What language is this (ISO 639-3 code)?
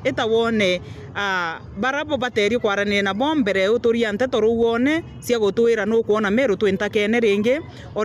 mer